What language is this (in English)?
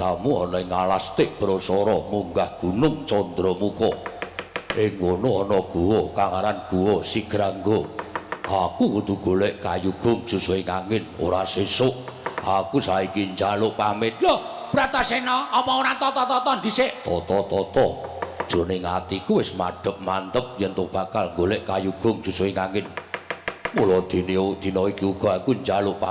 Javanese